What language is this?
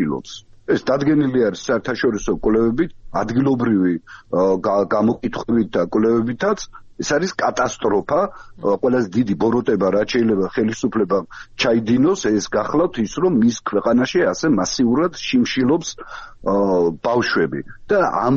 Georgian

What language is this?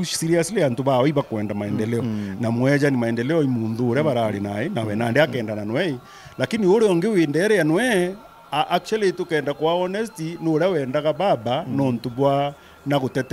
Meru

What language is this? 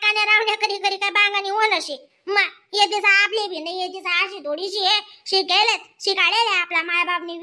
Khandesi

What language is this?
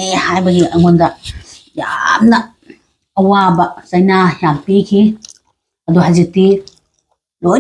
Manipuri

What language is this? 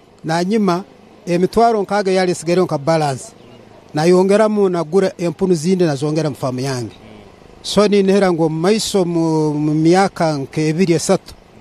Nyankole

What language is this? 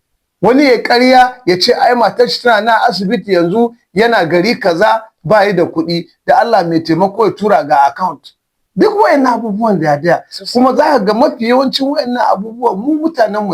Hausa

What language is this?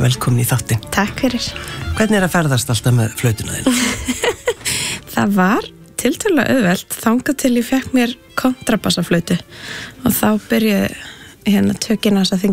Icelandic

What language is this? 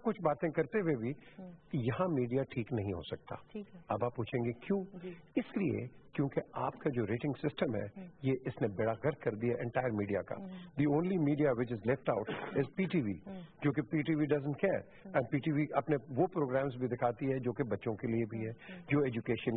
Urdu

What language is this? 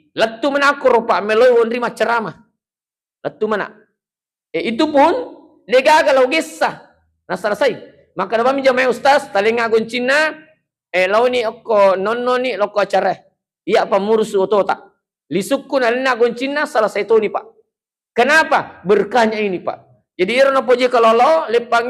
Buginese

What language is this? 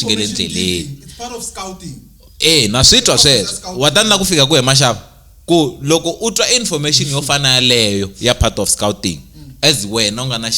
Tsonga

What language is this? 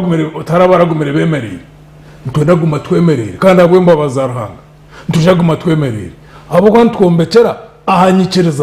Nyankole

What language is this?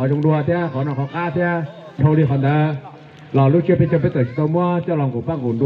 Hmong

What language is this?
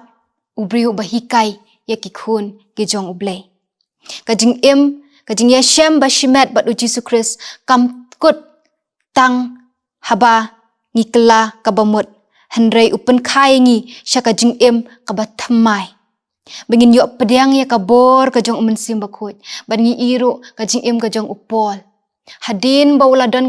Khasi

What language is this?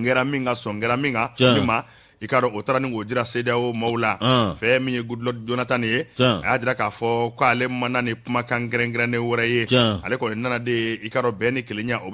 Bambara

